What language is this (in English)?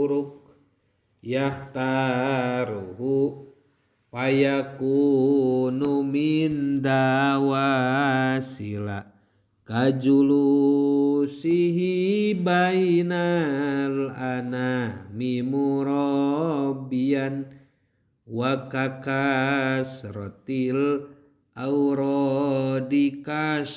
Sundanese